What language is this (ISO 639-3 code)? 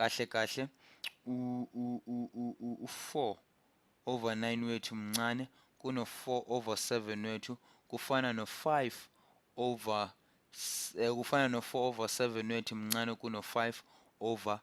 zul